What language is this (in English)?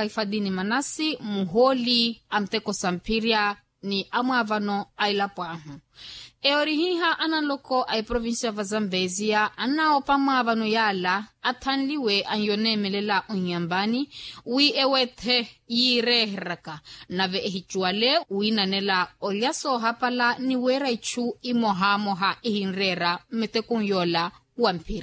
Makhuwa